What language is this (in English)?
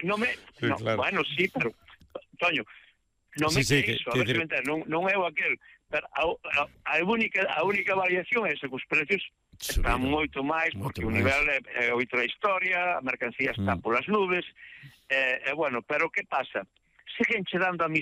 Galician